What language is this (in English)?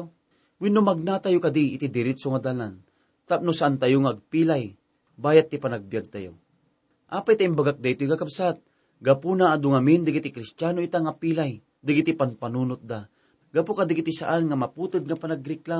Iloko